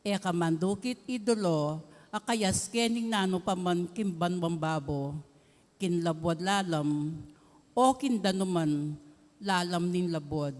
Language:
Pampanga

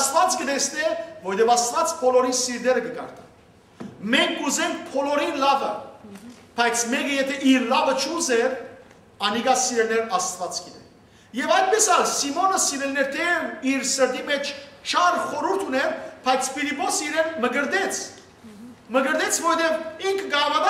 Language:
Western Armenian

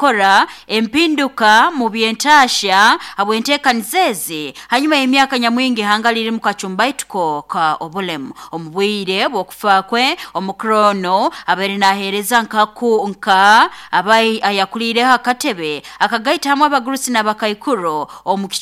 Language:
Nyoro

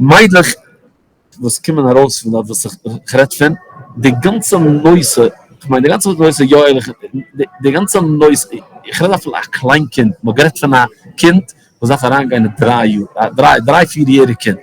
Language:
Yiddish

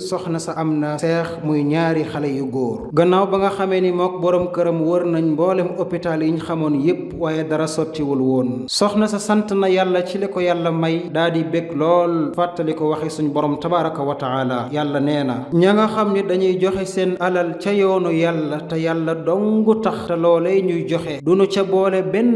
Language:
Wolof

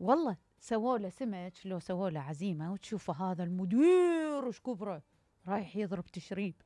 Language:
Mesopotamian Arabic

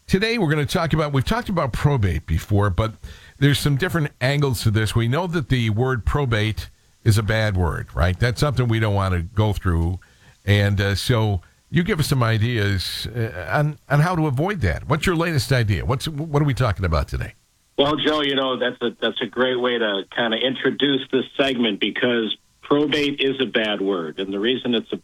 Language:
English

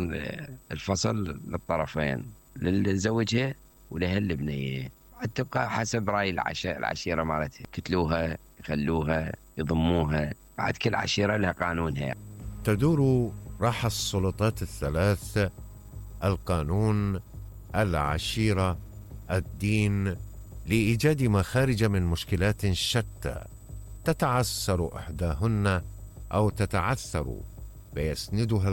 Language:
Mesopotamian Arabic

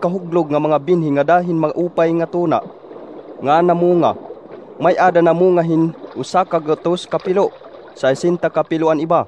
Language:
Waray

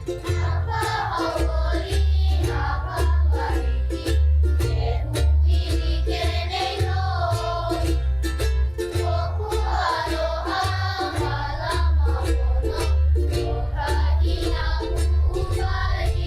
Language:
Hawaiian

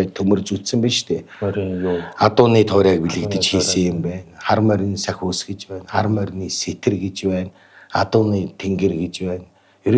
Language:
Mongolian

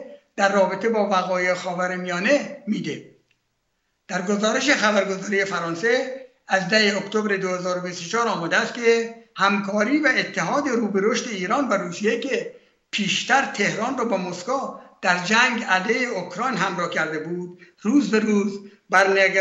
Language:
Persian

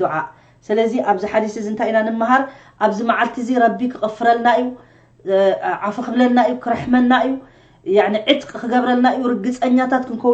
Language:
Tigrinya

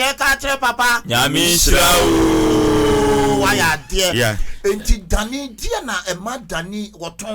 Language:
Akan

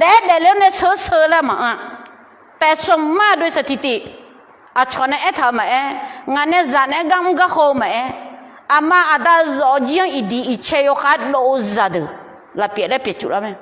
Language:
Akha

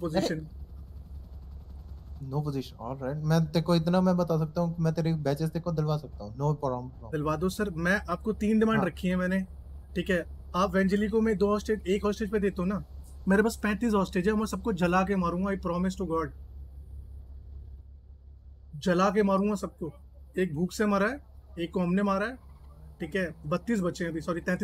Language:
Hindi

